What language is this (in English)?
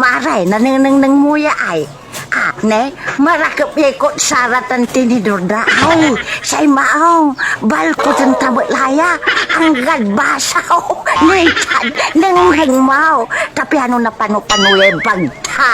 Pangasinan